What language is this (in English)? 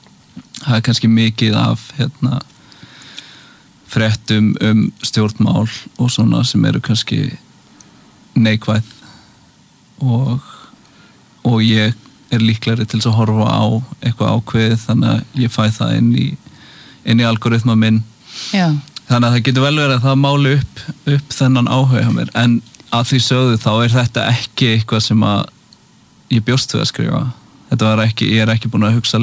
Icelandic